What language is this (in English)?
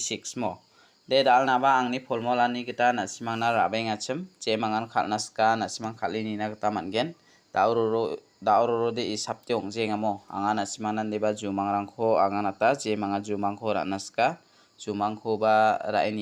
Garo